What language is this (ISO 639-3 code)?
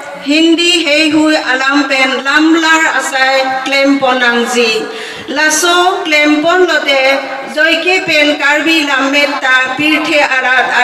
mjw